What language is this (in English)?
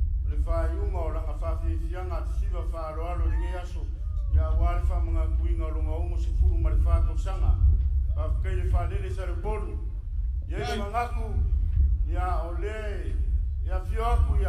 Samoan